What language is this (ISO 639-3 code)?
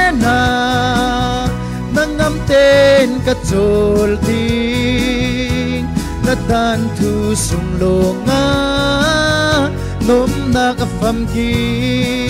cfm